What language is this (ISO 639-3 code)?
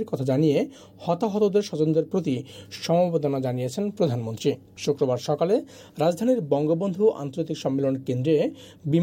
ben